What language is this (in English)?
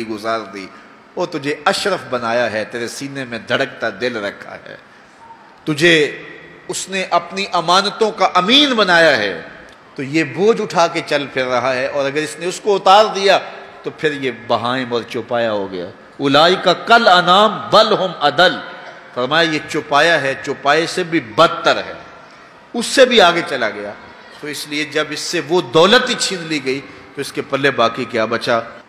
Urdu